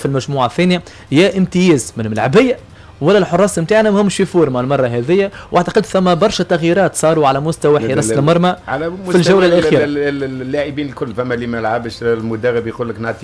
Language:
Tunisian Arabic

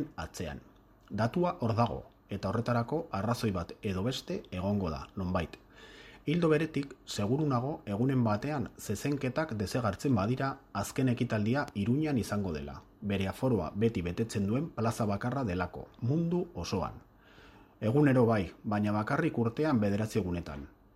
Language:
Basque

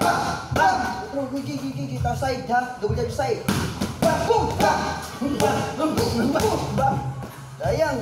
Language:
Cebuano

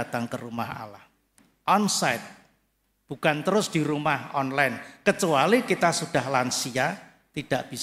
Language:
Indonesian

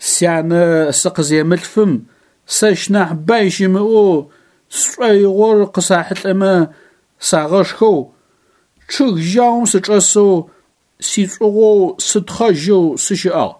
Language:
Adyghe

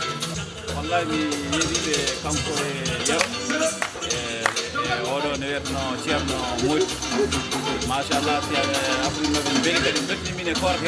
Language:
Fula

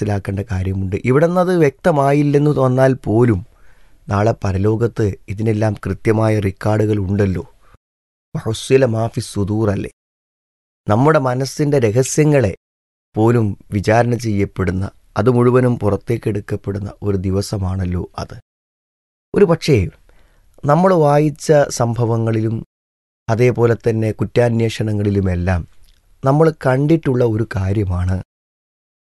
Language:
Malayalam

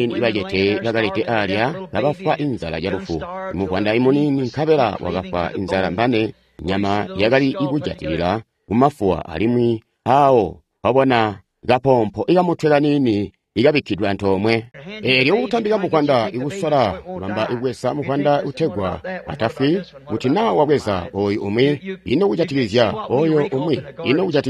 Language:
Tonga (Zambia)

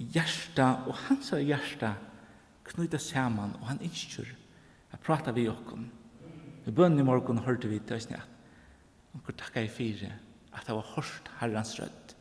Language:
Faroese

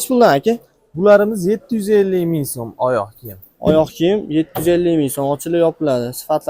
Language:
Uzbek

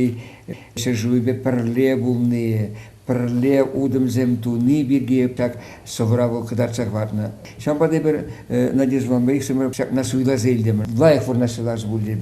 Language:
Chuvash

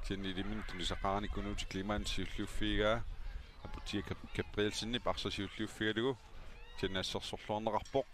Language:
Kalaallisut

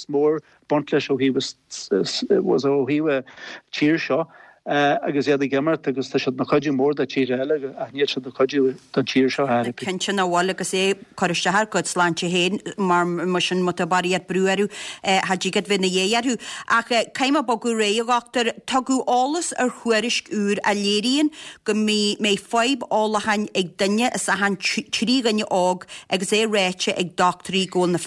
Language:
Irish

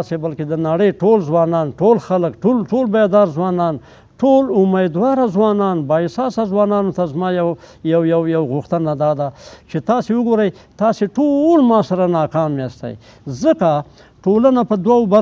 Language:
Pashto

